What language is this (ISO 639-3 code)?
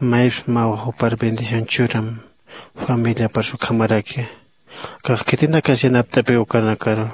aym